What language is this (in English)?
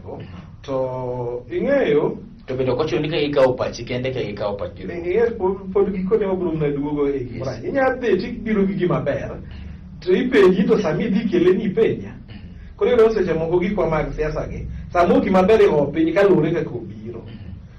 Luo (Kenya and Tanzania)